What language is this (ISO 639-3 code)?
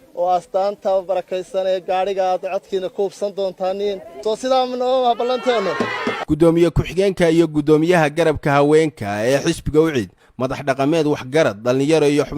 som